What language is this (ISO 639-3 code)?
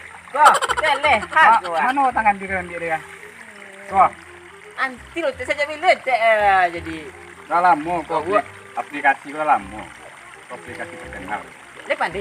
min